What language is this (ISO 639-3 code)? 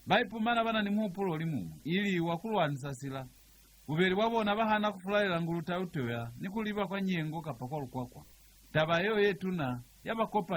loz